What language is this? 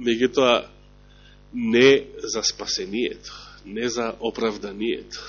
Macedonian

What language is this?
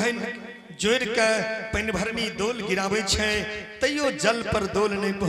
Angika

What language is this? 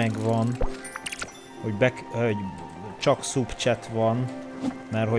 Hungarian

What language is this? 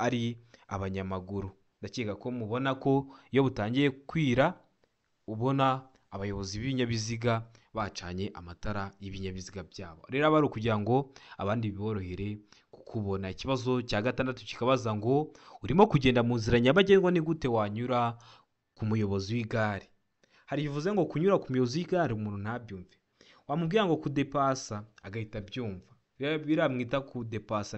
Kinyarwanda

